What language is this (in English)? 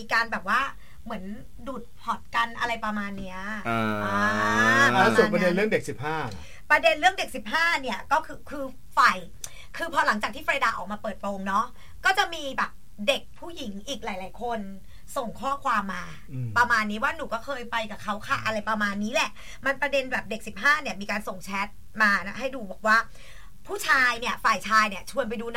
Thai